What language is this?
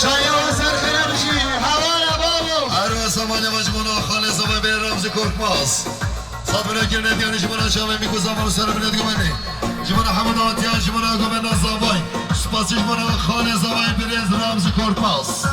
Kurdish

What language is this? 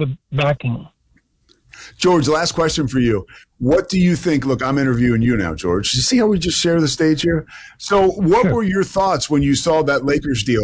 English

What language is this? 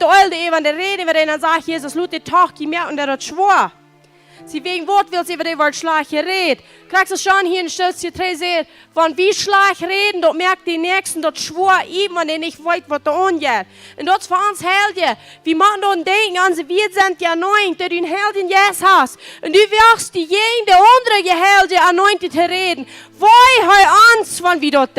Plautdietsch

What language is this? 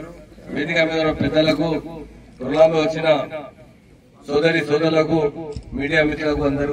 Telugu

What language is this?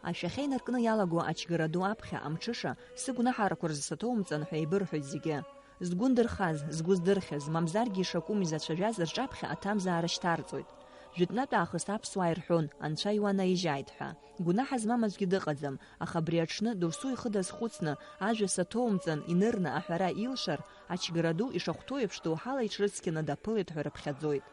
Abkhazian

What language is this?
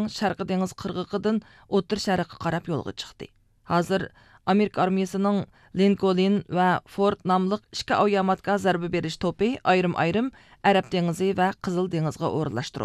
Uyghur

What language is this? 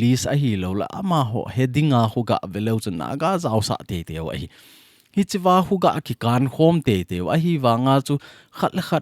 Thado Chin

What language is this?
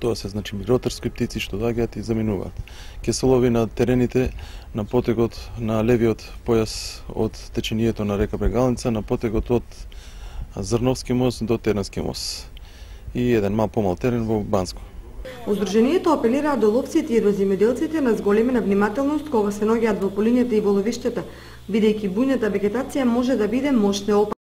Macedonian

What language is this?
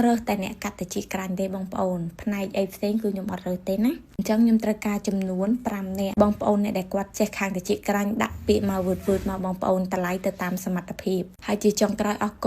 Khmer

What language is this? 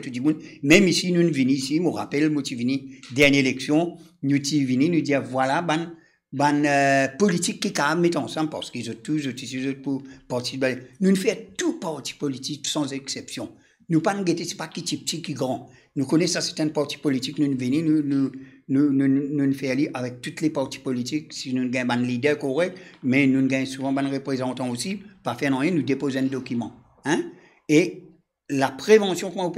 Morisyen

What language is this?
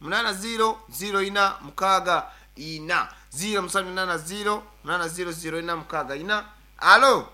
Nyankole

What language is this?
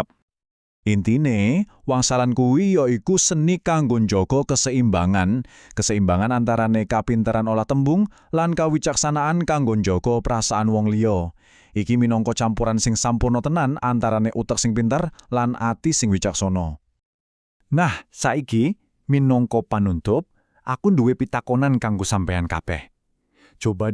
Javanese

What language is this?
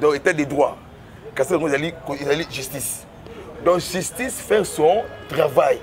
Lingala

